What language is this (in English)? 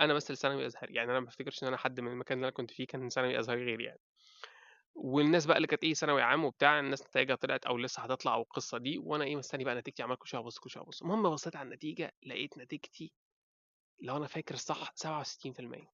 Egyptian Arabic